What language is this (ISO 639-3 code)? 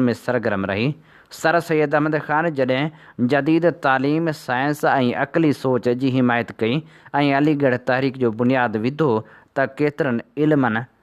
snd